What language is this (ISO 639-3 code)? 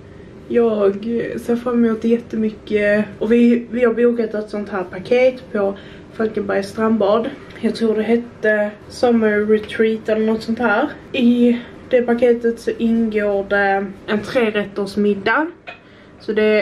swe